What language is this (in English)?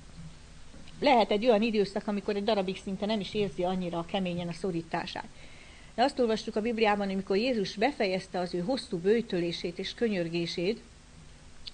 Hungarian